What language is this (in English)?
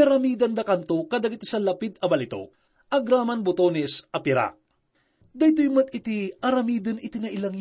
Iloko